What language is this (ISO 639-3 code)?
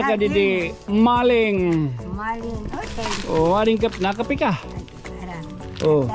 war